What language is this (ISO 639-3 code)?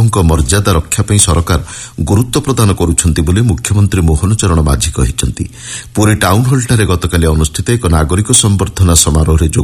ori